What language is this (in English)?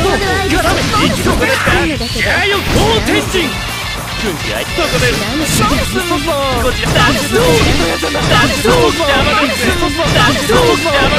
Japanese